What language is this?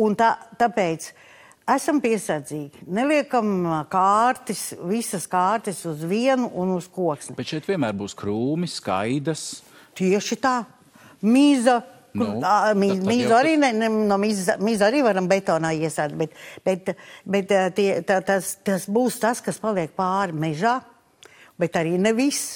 Latvian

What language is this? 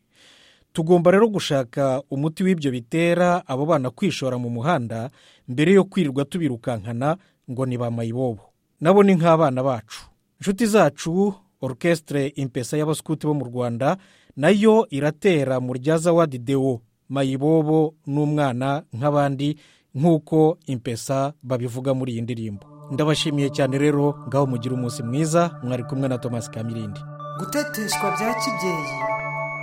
Kinyarwanda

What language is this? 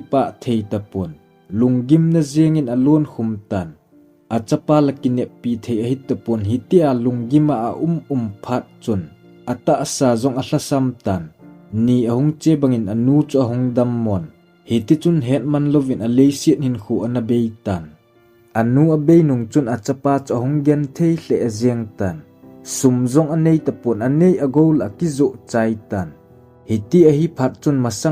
Thado Chin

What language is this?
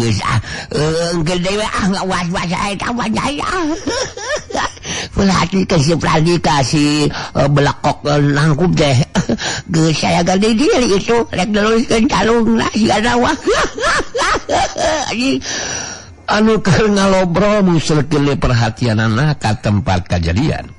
Sundanese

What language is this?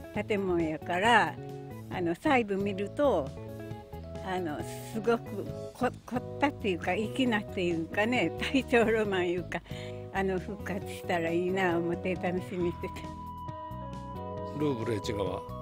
Japanese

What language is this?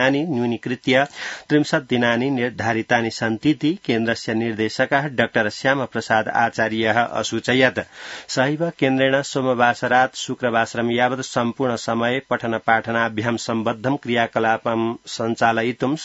Sanskrit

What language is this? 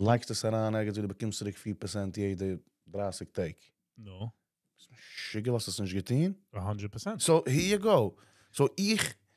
Yiddish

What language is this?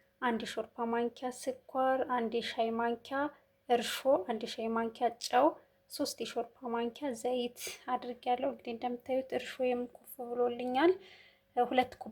Amharic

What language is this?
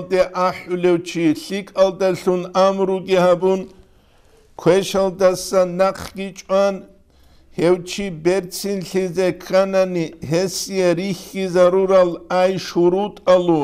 Avaric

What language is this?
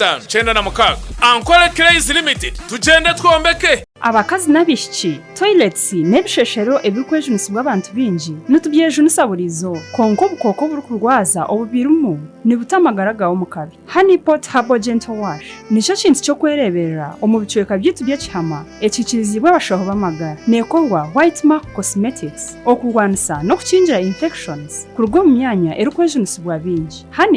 Nyankole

